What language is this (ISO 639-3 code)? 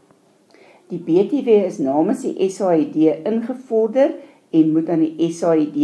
afr